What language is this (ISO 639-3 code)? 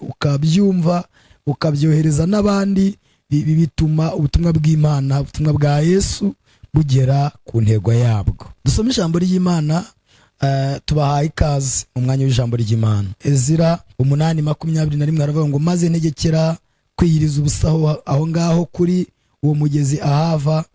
kin